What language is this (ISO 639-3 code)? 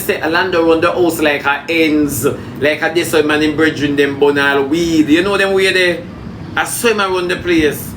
jam